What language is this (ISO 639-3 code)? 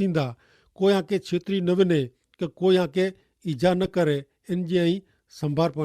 kfr